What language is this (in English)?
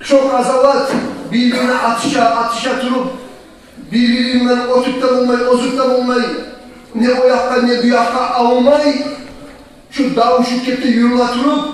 Kumyk